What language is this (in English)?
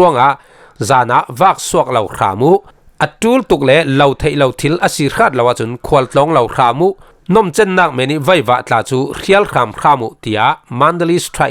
Falam Chin